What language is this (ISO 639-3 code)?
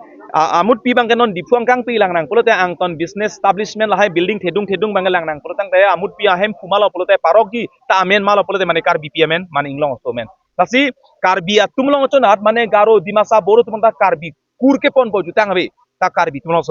mjw